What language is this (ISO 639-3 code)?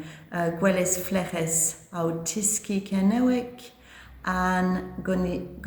cor